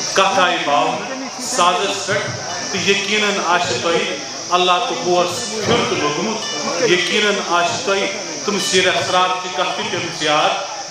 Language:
Kashmiri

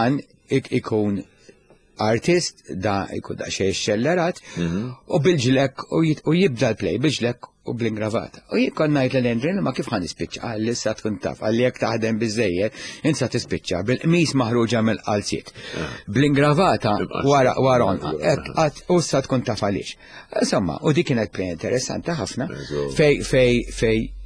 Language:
Maltese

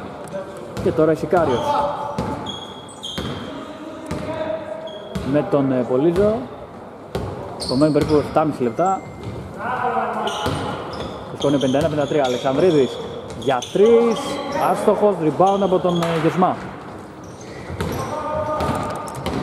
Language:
Greek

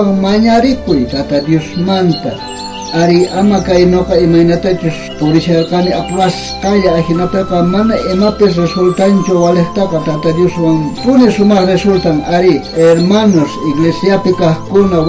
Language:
South Bolivian Quechua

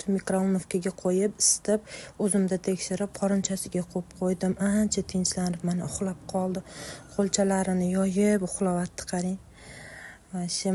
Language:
Uzbek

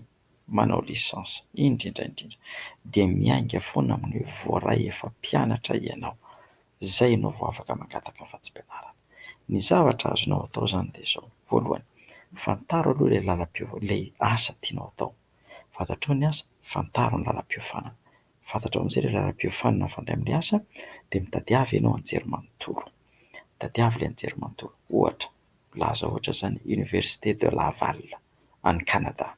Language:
Malagasy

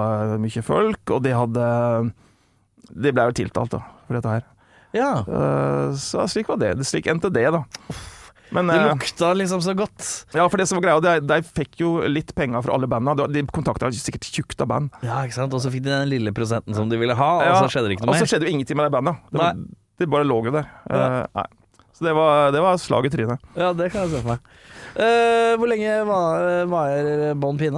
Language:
Norwegian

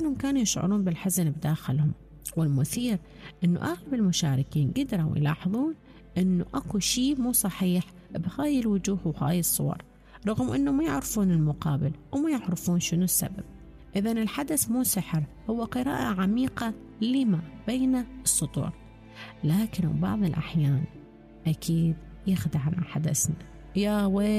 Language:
Mesopotamian Arabic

